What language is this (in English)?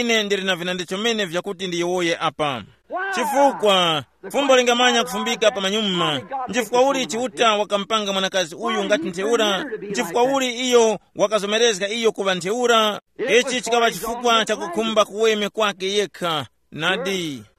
Tumbuka